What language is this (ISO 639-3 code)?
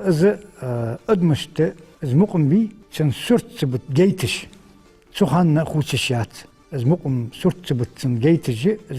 inh